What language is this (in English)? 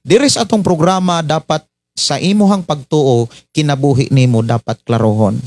Cebuano